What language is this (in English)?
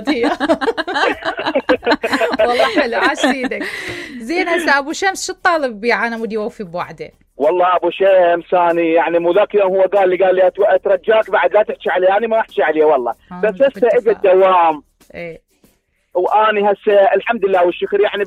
Mesopotamian Arabic